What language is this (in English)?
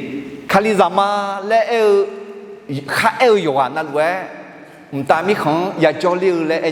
Akha